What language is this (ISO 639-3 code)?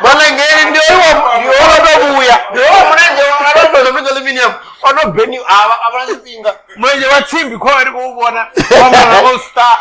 ven